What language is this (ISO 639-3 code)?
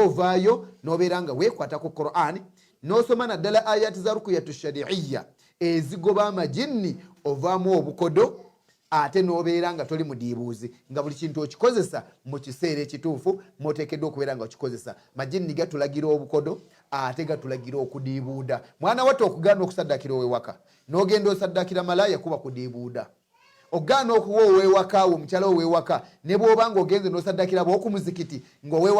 lug